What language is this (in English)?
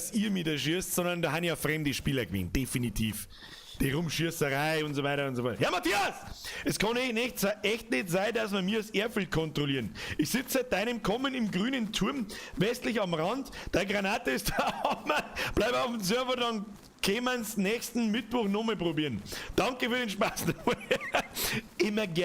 Bavarian